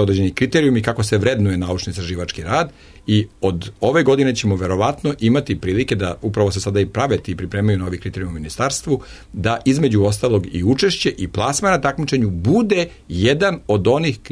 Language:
Serbian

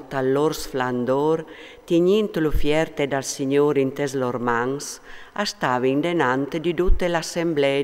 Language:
Friulian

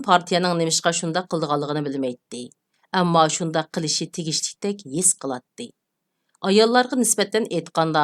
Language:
Uyghur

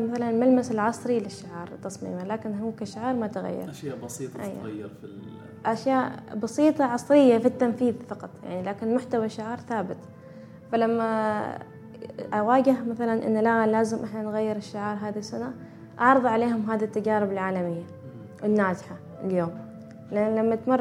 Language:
Gulf Arabic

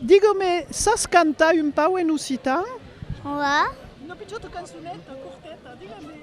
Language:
Occitan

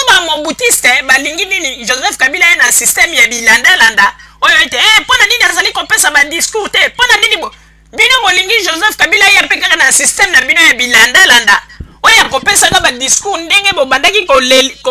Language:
Lingala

